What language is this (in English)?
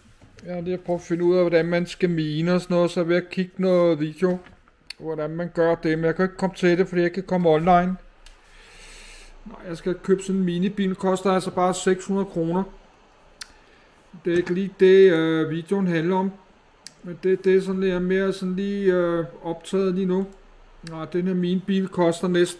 Danish